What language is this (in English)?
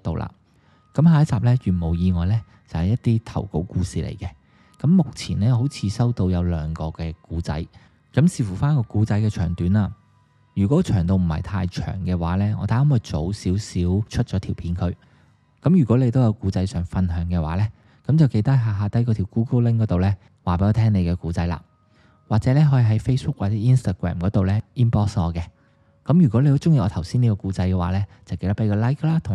Cantonese